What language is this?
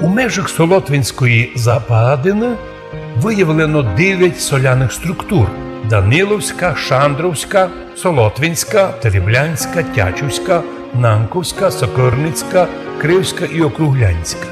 Rusyn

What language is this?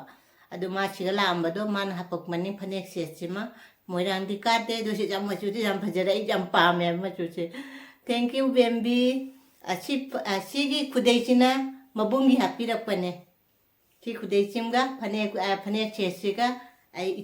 Manipuri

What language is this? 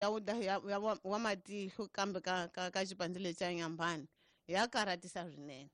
Tsonga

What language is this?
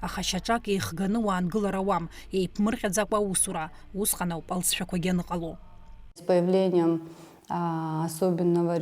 Abkhazian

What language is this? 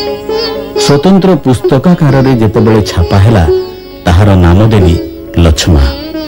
Odia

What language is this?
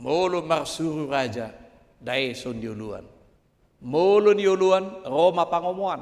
Batak Toba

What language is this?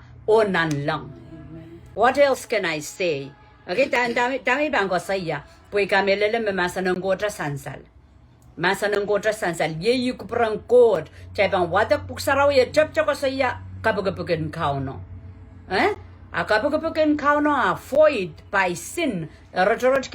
Pohnpeian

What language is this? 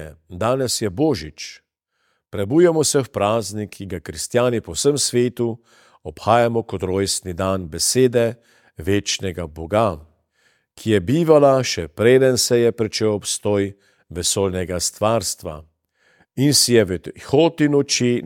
Slovenian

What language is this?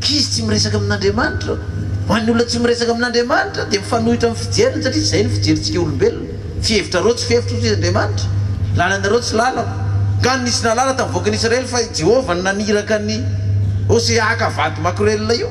Malagasy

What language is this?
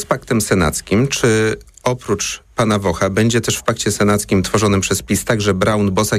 Polish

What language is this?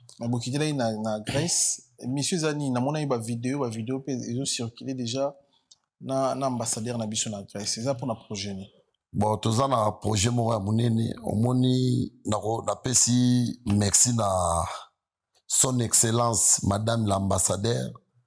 Lingala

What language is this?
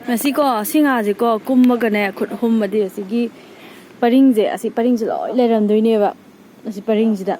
Manipuri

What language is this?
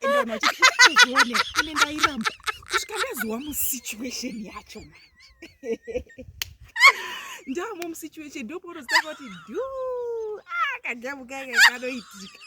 Shona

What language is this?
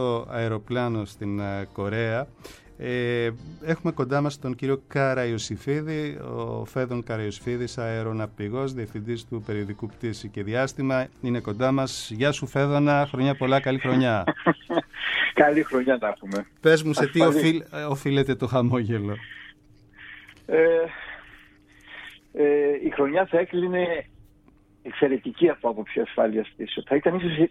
Greek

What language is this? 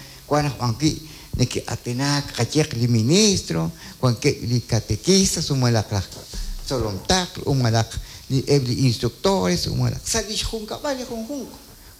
Kekchí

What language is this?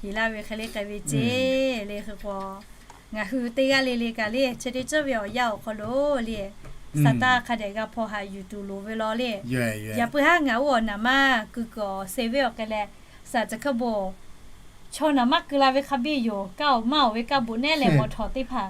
Lahu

